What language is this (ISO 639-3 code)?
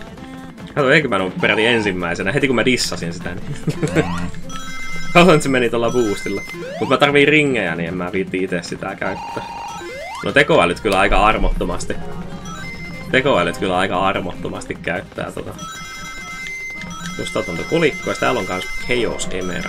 fin